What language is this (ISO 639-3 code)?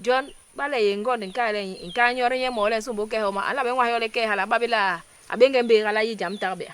bas